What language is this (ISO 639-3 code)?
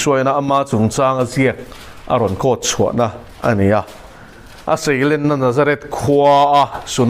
lus